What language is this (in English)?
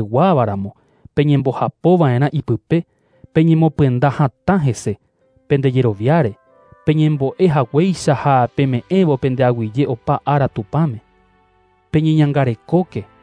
Guarani